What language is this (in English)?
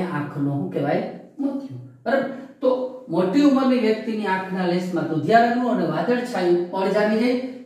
Gujarati